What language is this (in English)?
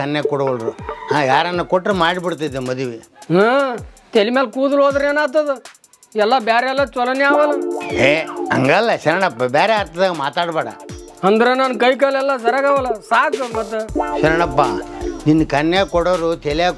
Kannada